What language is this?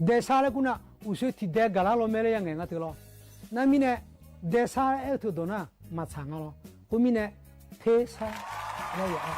Akha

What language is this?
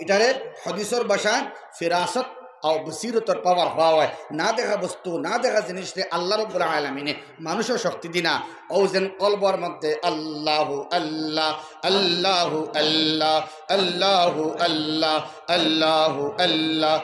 Sylheti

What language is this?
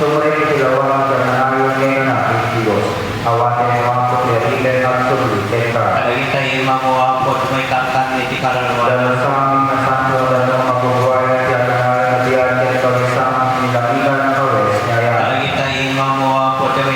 Iloko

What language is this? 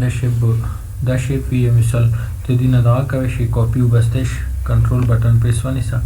Pashto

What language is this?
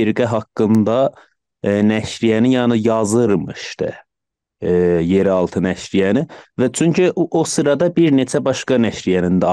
South Azerbaijani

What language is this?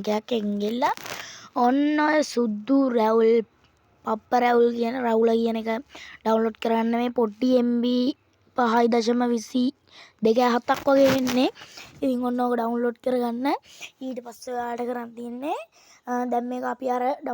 Sinhala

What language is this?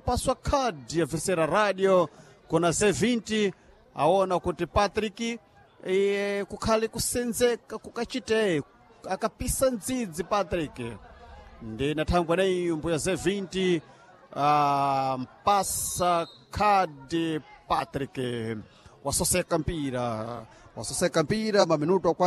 Sena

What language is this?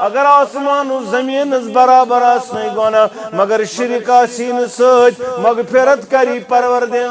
Kashmiri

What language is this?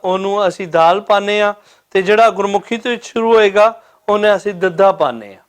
Western Panjabi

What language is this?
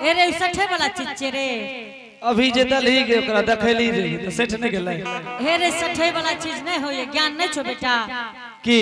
Angika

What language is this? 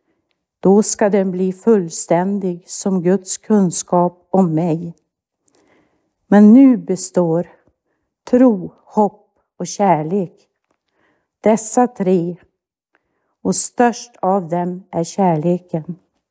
Swedish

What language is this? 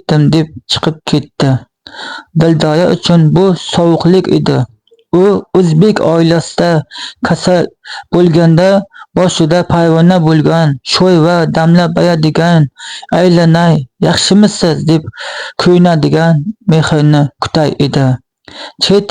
Uzbek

